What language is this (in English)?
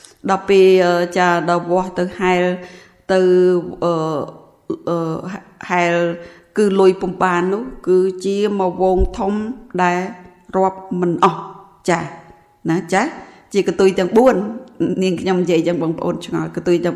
Khmer